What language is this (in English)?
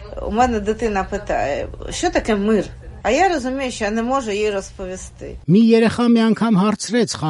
Armenian